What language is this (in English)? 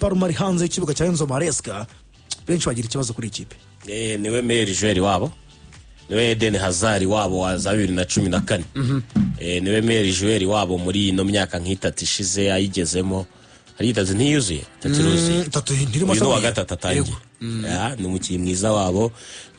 Kinyarwanda